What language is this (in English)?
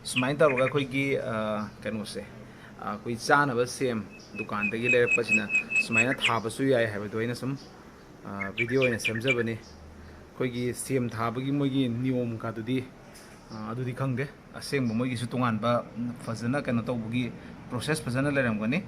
Manipuri